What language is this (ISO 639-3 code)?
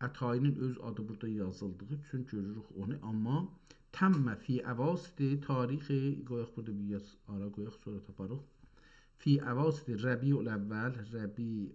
azb